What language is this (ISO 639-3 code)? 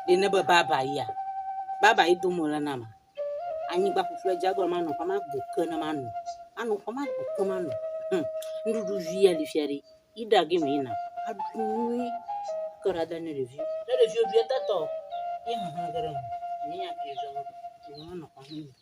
ewe